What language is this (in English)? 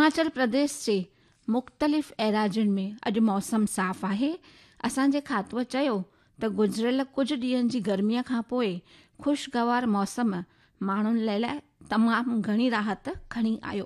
Sindhi